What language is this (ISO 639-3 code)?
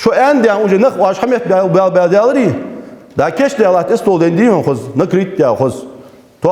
inh